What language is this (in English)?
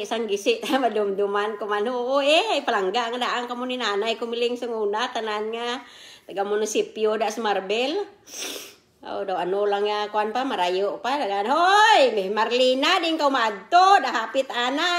Kinaray-a